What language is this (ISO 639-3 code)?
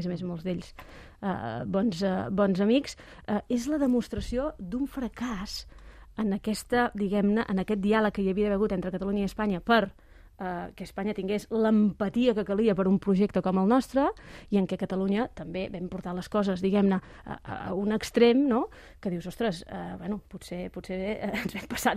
cat